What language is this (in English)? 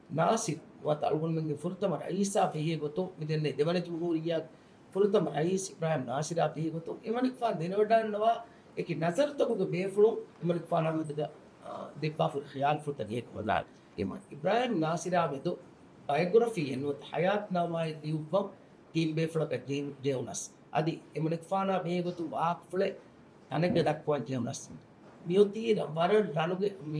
Divehi